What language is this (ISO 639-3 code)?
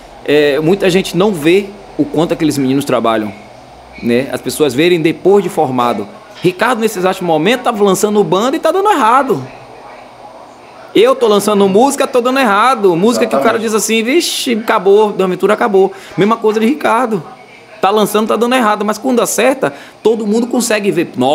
por